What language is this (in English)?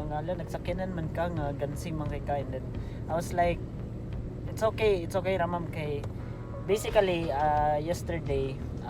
Cebuano